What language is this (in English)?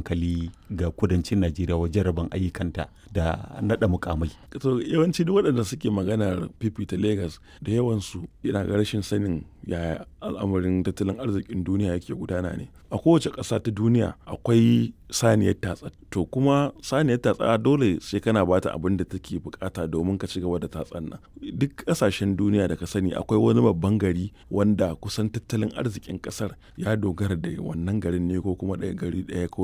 Hausa